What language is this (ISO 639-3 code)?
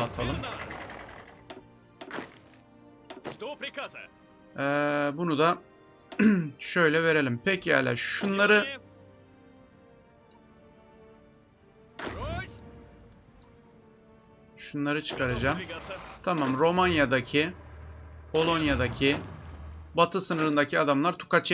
tur